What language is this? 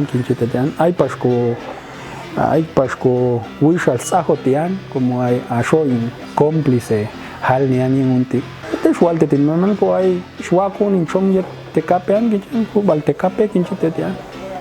Popti'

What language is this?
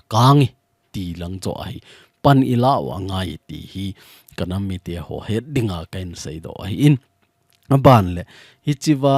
Thado Chin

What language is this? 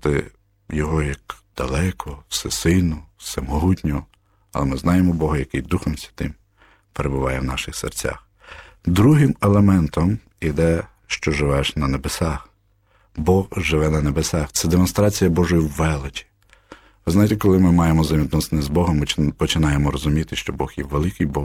Ukrainian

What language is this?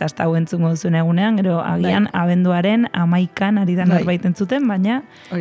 Basque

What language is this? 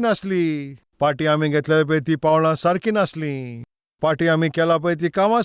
Konkani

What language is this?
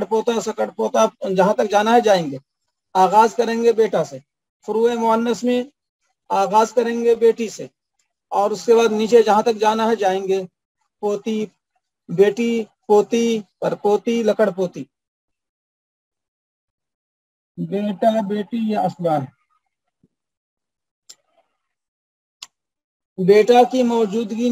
Urdu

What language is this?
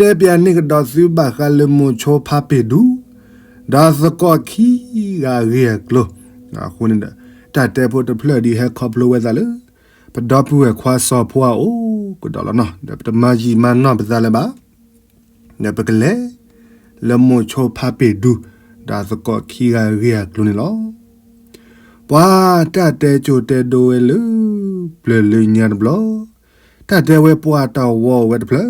S'gaw Karen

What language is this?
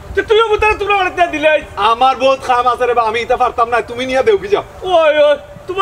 Sylheti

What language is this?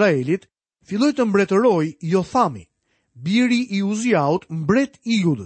Albanian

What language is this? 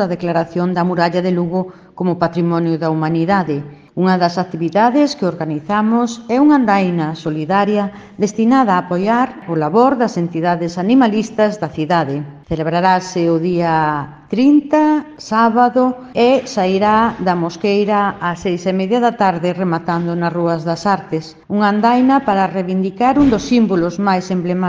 Galician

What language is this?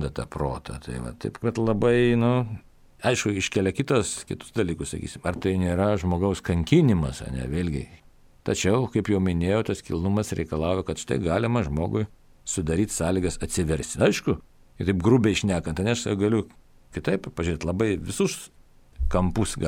Lithuanian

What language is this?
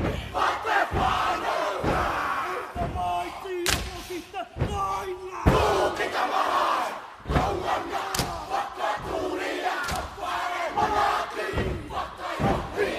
Māori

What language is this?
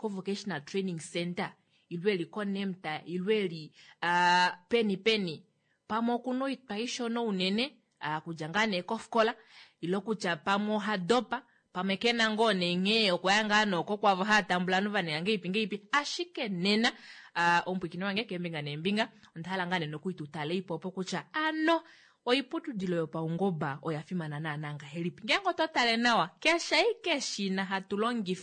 Kuanyama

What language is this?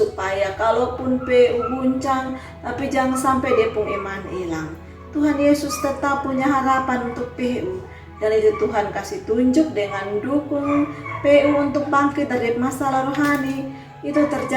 Kupang Malay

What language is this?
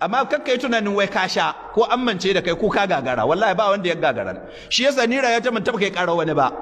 Hausa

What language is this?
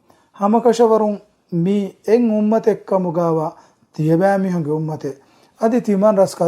Divehi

